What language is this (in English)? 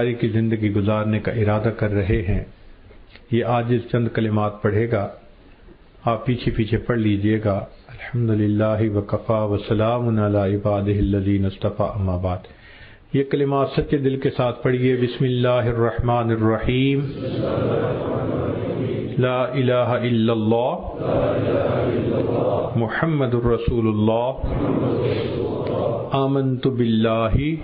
Urdu